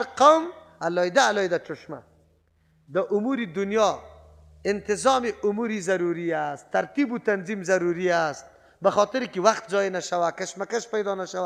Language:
Persian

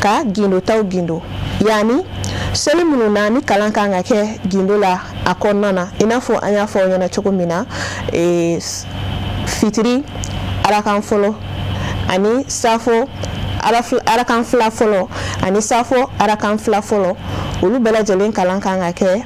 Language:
Bambara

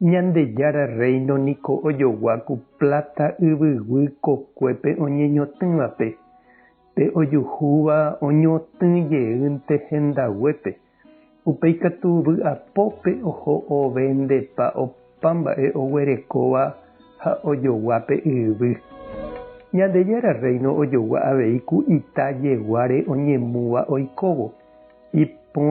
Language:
Guarani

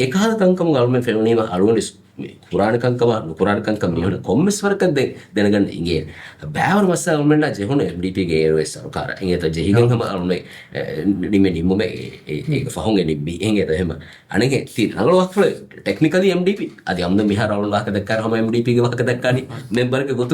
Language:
Divehi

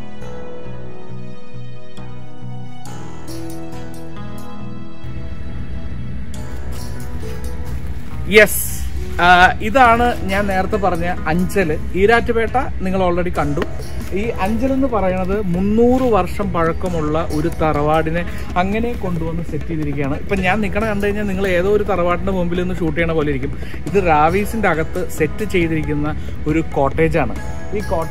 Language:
Malayalam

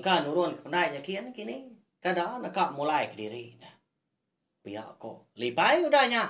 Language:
Iban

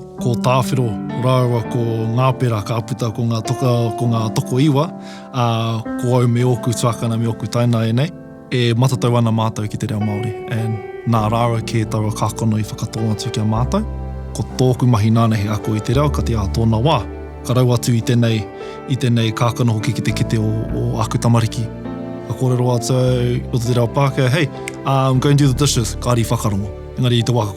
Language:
Māori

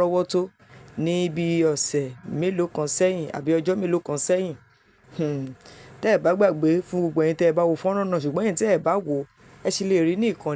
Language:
Yoruba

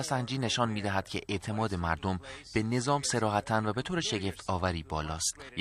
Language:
Persian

